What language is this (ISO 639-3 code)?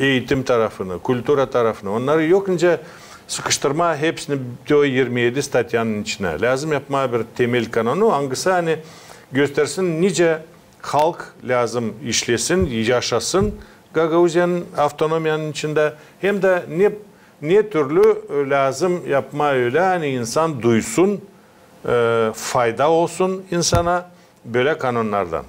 gag